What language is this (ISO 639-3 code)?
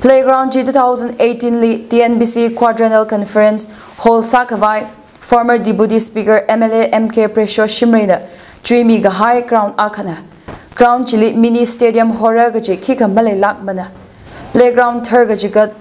nmf